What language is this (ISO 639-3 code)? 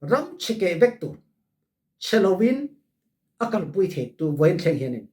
cfm